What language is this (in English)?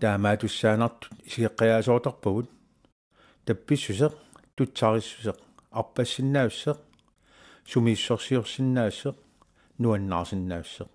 Kalaallisut